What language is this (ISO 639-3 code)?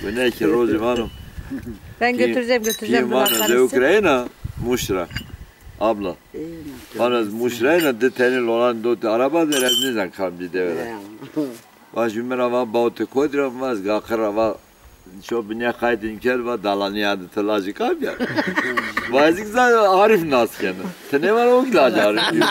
zza